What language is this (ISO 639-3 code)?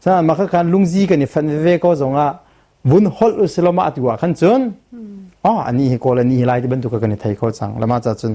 cnh